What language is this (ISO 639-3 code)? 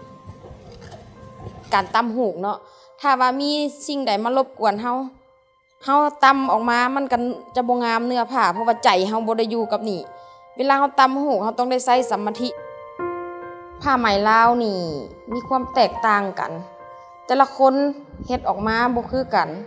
lao